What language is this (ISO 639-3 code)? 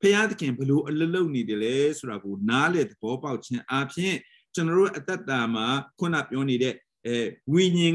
mya